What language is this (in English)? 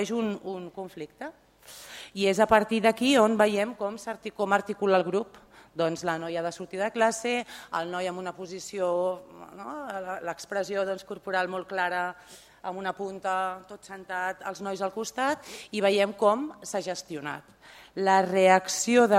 Catalan